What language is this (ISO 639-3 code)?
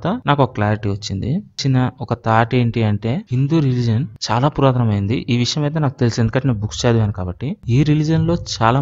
tel